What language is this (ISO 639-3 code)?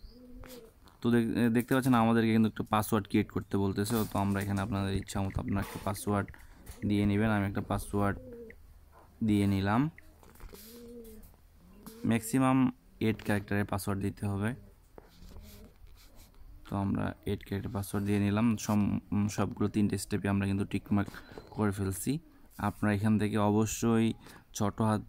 ben